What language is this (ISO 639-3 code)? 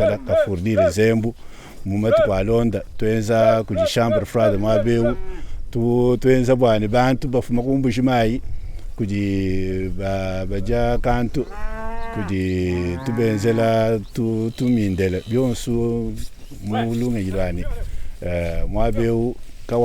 lua